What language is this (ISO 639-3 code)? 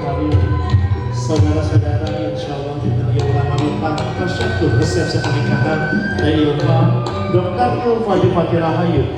sun